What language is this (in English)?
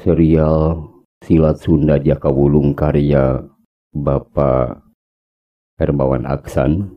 Sundanese